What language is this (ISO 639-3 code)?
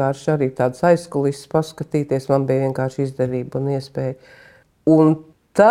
lav